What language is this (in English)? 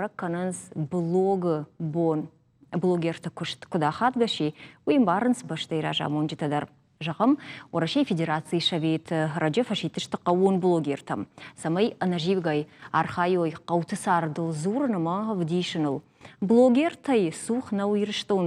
Ossetic